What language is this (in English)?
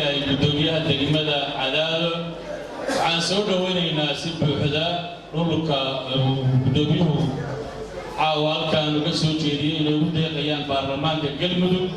Somali